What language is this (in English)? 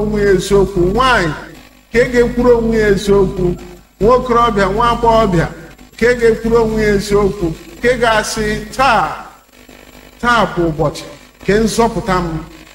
Igbo